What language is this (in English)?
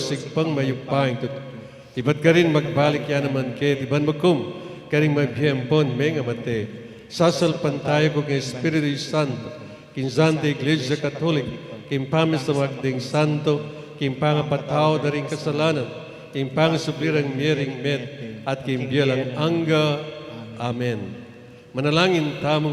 Pampanga